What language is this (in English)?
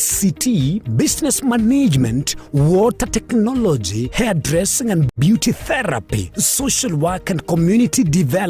Gusii